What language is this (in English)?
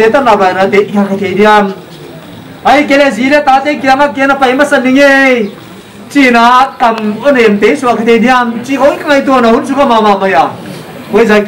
Paite Chin